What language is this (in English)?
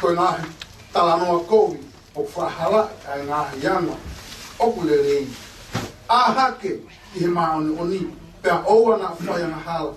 Tongan